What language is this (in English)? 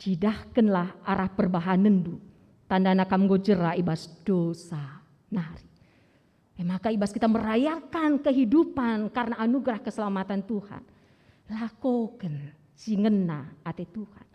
Batak Karo